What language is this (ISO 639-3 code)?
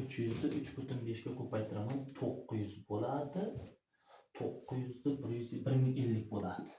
uzb